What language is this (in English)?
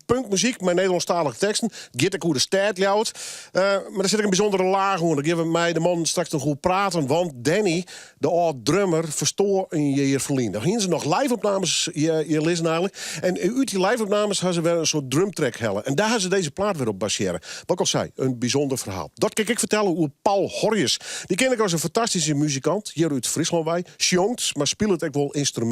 Western Frisian